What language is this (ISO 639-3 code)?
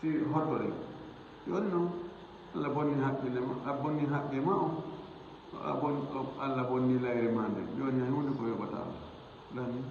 ful